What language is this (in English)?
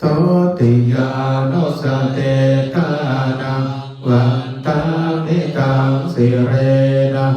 Pali